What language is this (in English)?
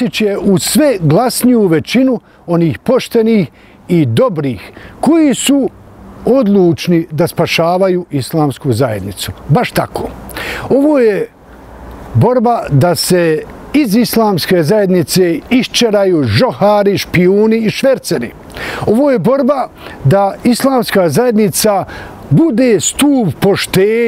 Bosnian